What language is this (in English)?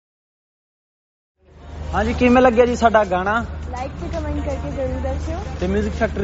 Punjabi